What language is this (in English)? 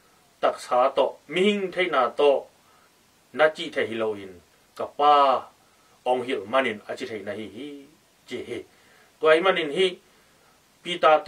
Tedim Chin